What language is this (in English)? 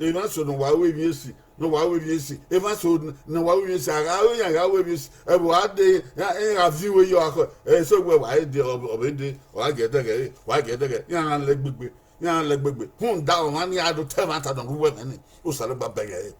Bini